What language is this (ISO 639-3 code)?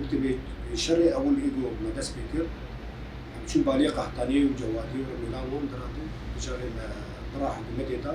kur